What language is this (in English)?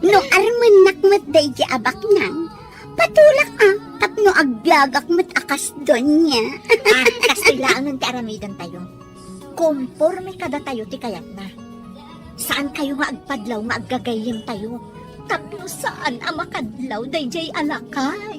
Iloko